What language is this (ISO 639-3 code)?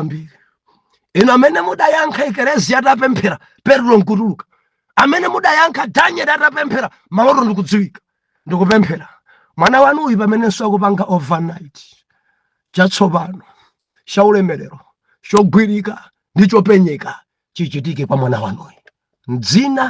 nya